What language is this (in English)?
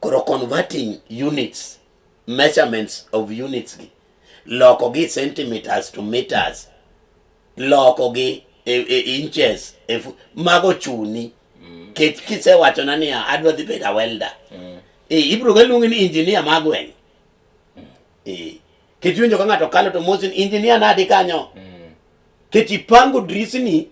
Luo (Kenya and Tanzania)